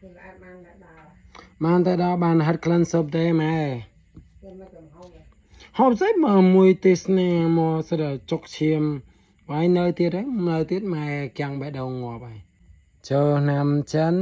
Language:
Khmer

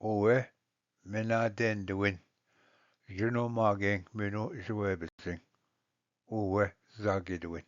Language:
Ojibwa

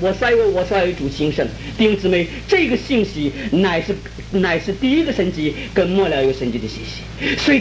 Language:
Chinese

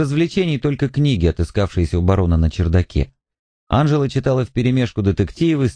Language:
Russian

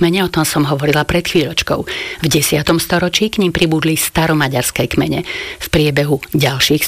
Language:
Slovak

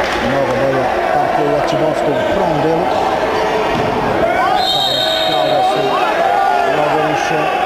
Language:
Serbian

